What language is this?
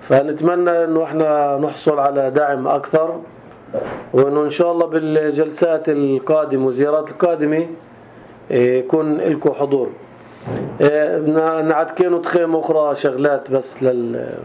North Levantine Arabic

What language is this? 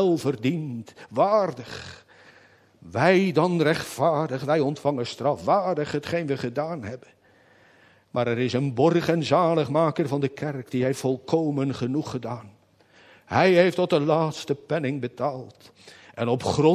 Dutch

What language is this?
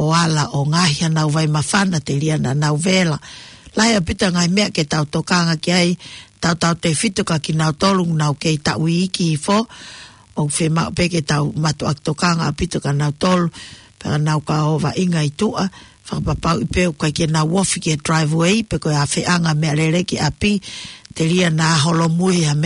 Tongan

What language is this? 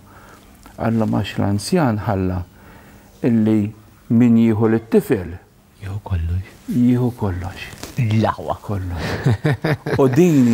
Maltese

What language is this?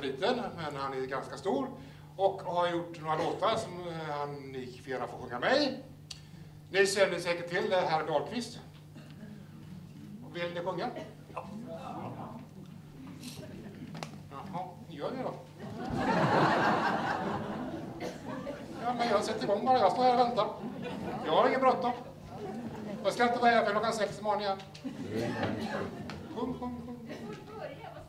Swedish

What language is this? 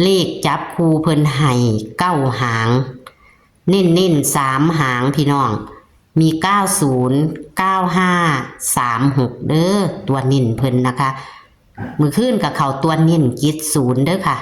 Northeastern Thai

